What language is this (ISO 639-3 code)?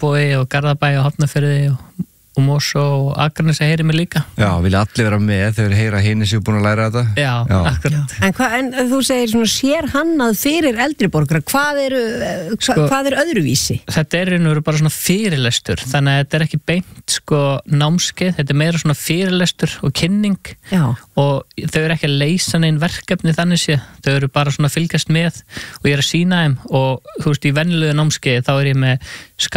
isl